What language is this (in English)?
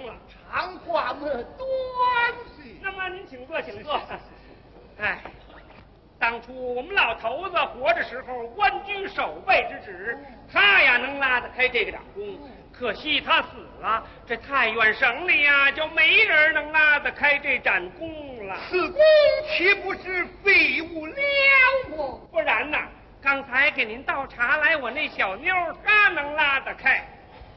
Chinese